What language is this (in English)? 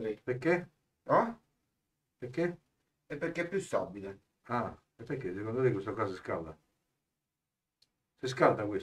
Italian